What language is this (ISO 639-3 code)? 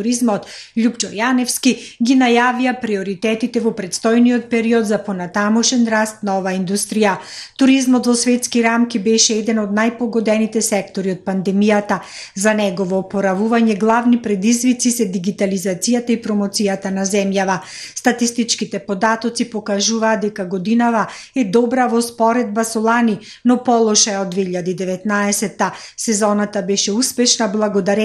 mkd